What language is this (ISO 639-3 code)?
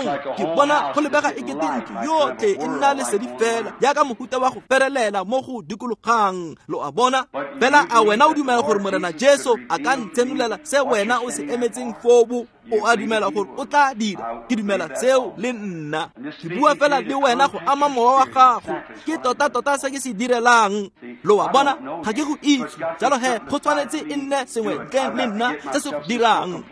tsn